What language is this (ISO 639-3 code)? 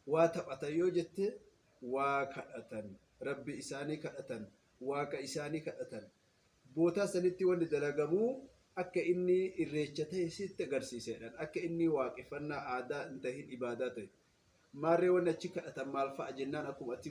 orm